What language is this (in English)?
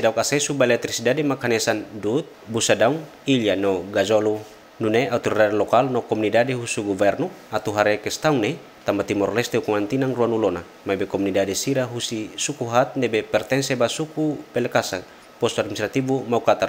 Tetum